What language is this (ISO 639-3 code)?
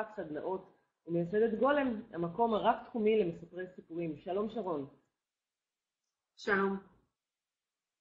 heb